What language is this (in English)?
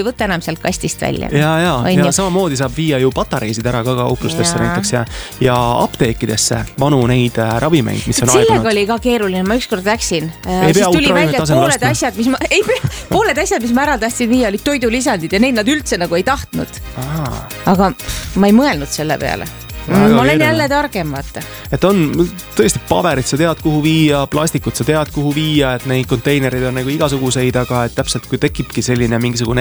Estonian